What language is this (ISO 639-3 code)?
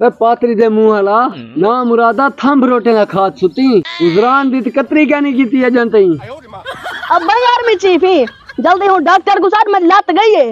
skr